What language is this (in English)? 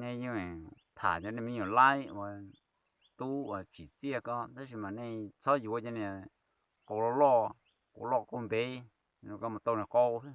Hmong